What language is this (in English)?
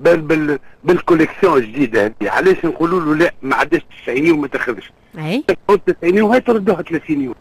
Tunisian Arabic